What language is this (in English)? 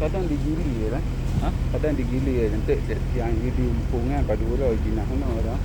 Achinese